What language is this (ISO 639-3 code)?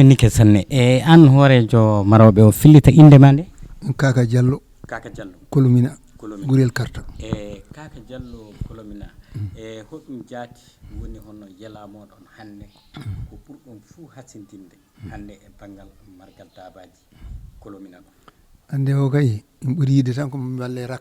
ful